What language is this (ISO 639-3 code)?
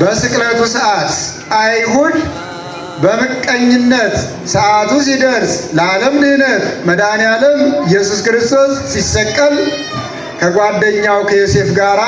amh